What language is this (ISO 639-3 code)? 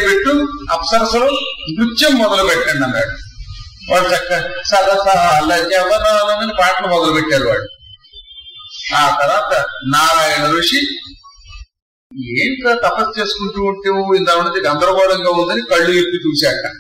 tel